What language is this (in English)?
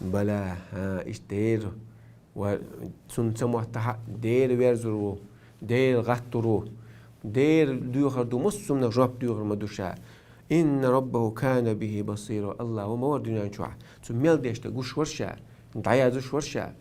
Chechen